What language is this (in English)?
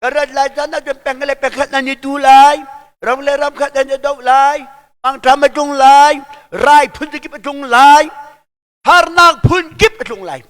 Hakha Chin